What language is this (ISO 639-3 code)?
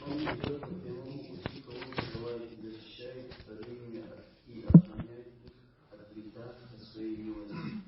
kbd